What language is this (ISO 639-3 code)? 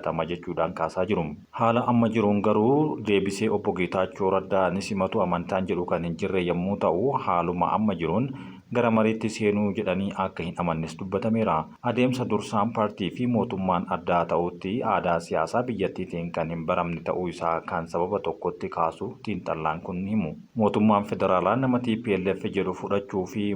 orm